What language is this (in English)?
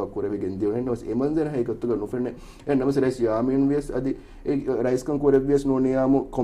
Divehi